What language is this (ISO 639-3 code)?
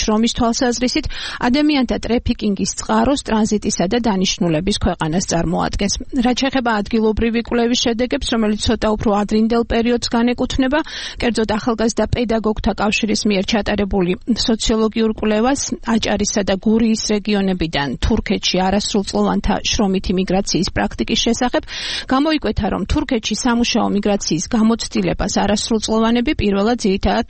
kat